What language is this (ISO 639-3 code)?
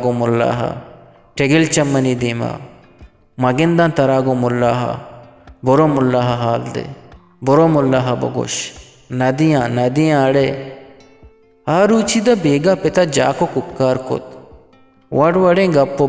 bgp